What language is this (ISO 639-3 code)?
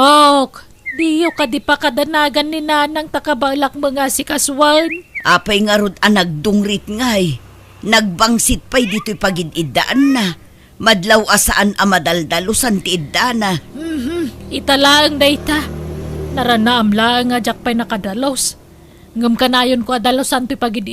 ilo